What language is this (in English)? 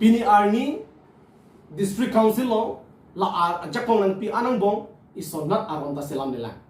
Karbi